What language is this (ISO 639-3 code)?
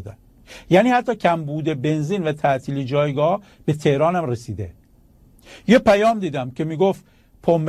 fas